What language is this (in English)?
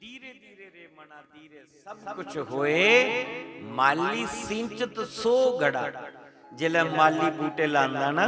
Dogri